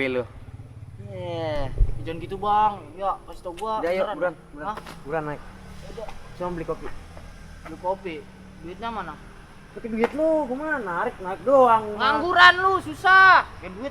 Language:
Betawi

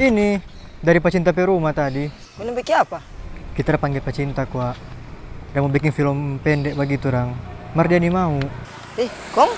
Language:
Manado Malay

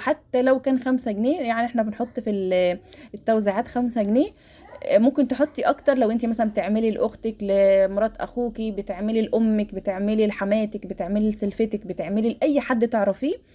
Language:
Egyptian Arabic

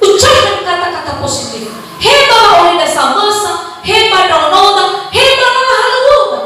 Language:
Nias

